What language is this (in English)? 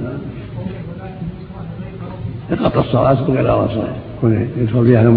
Arabic